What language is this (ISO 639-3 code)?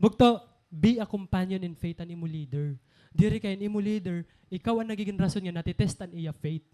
war